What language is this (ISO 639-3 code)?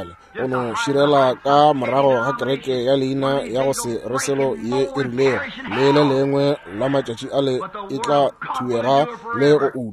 nso